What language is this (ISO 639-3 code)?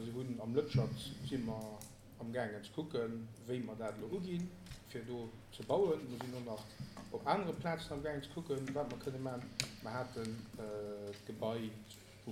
ltz